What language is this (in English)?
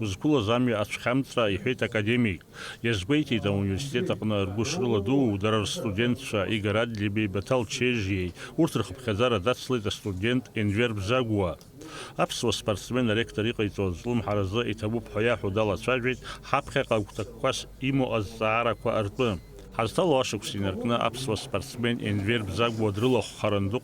Abkhazian